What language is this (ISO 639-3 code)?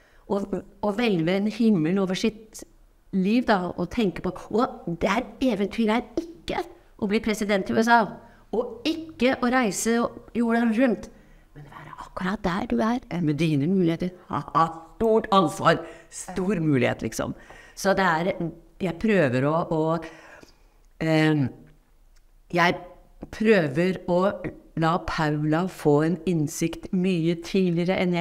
nor